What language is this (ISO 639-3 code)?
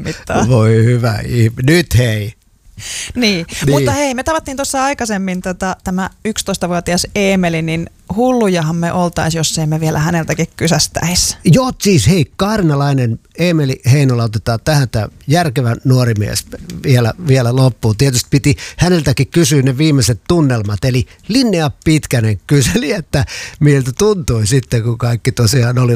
fin